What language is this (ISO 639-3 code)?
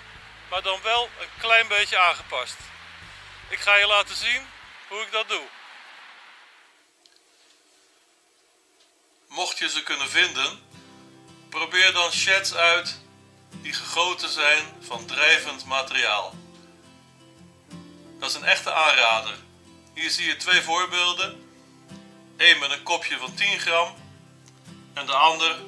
nld